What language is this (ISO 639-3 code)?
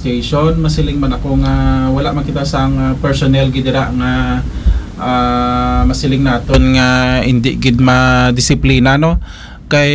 hil